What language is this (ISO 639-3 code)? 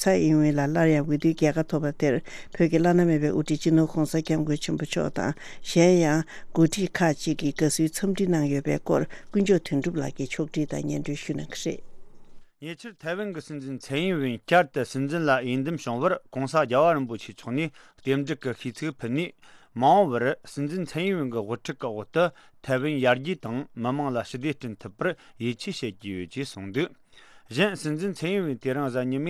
bod